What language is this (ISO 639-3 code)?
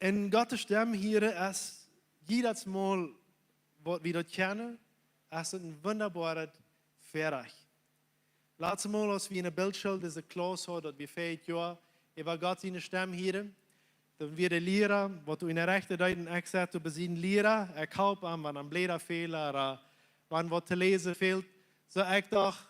pdt